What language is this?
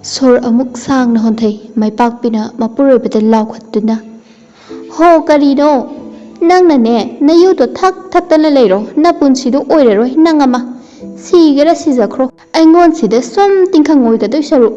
Manipuri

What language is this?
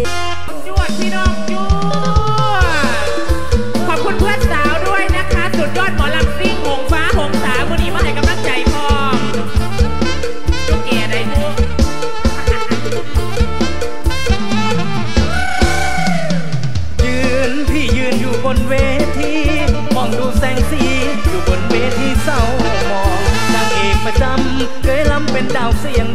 Thai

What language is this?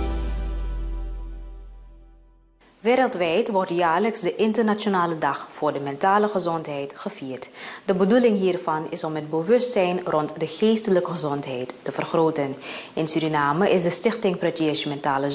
Dutch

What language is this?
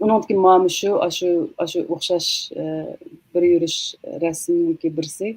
Uyghur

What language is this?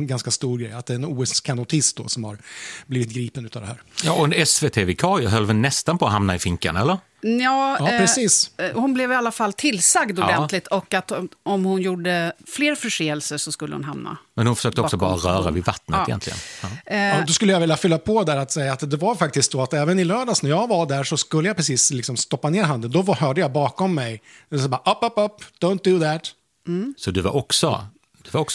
Swedish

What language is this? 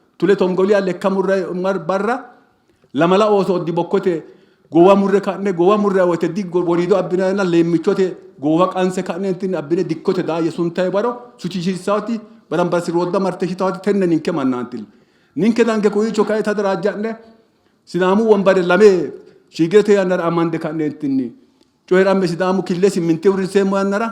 Sidamo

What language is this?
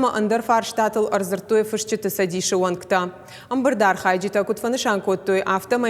Ossetic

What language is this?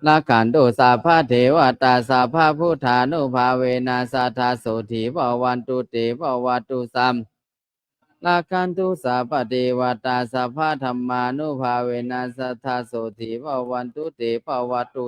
Pali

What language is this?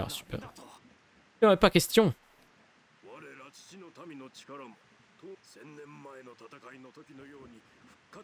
French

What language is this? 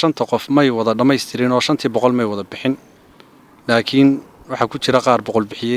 Somali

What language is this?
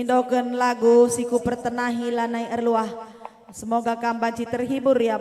Batak Karo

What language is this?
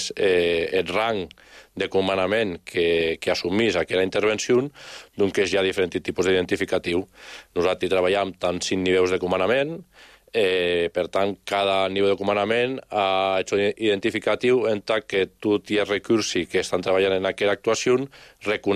Catalan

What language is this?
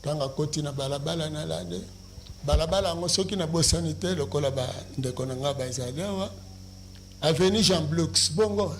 Lingala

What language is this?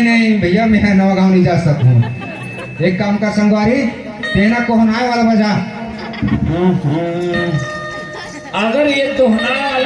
Chhattisgarhi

